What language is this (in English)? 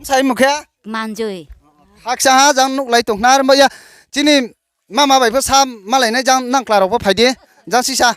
Riang (India)